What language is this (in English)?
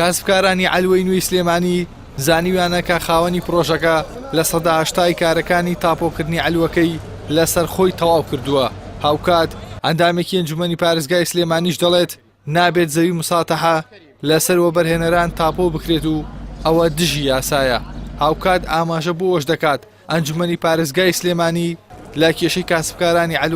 Central Kurdish